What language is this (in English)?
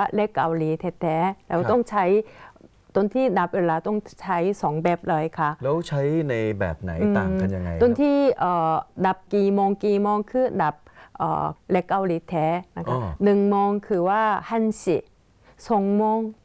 Thai